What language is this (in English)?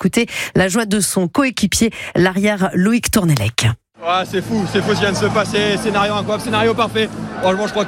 French